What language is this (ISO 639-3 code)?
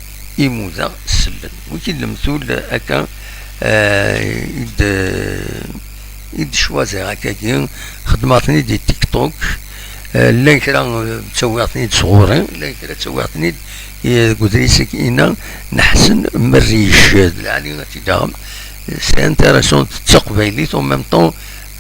kab